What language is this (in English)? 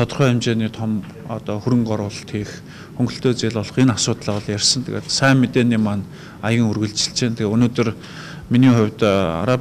Mongolian